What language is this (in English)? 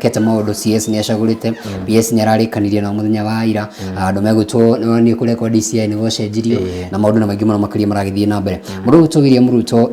Kikuyu